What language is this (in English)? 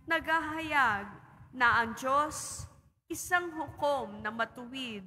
Filipino